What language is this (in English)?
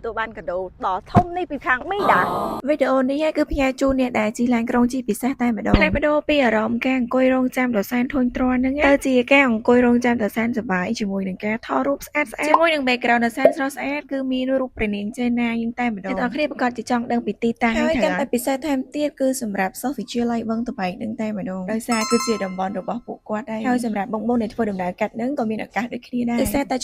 Khmer